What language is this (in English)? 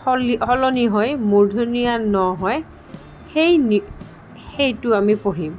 Assamese